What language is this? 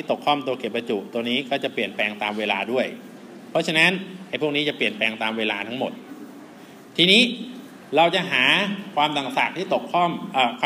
Thai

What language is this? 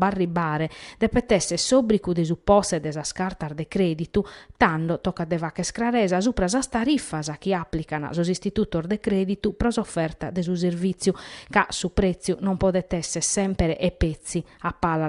Sardinian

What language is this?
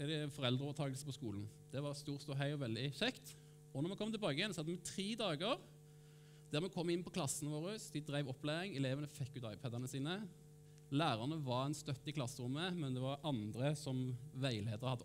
Norwegian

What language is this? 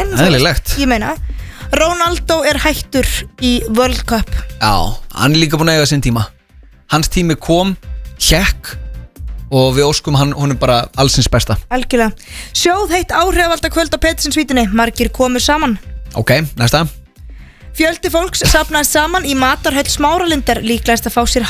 Icelandic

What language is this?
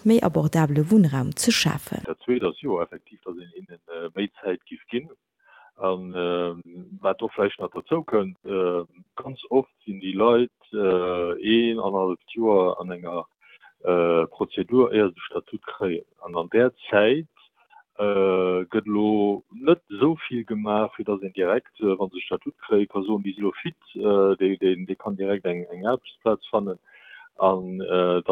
Luxembourgish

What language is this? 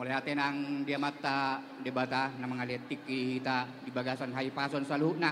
Batak Toba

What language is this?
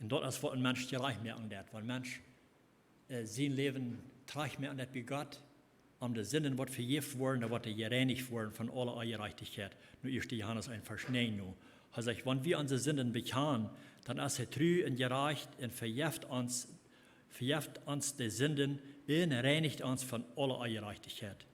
Plautdietsch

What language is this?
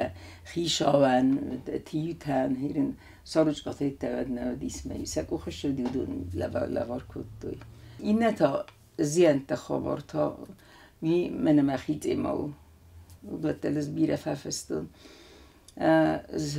Ossetic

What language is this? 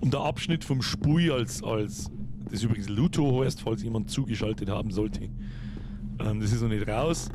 Bavarian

